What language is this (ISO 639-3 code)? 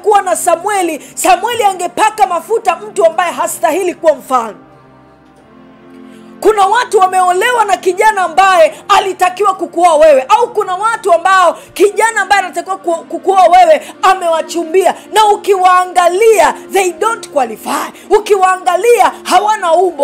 swa